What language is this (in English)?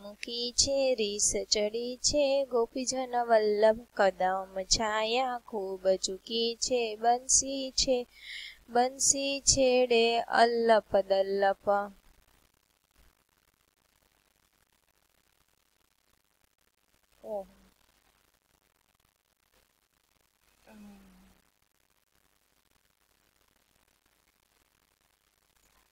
Gujarati